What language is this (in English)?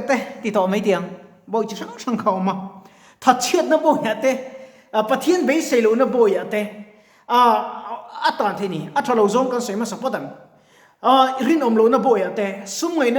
Mizo